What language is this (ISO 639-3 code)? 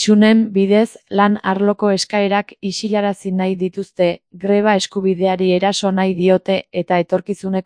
eus